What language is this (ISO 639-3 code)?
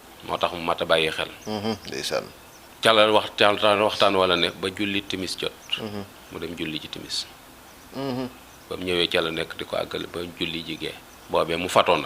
wol